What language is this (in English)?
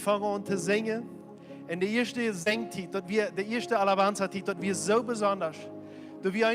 Plautdietsch